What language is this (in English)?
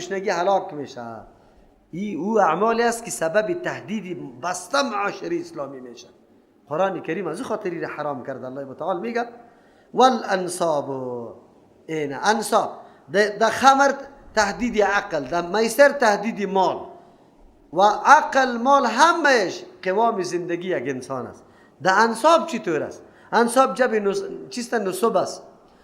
Persian